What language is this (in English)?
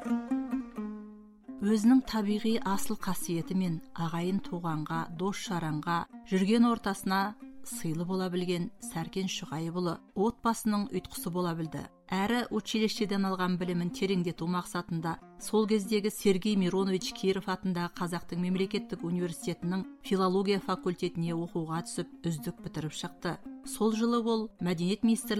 Kazakh